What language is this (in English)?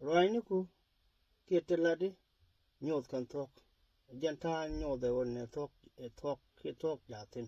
Nuer